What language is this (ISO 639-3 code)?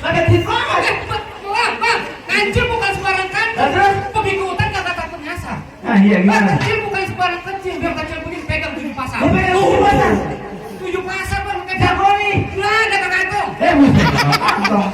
bew